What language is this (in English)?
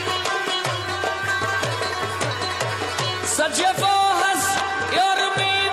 Persian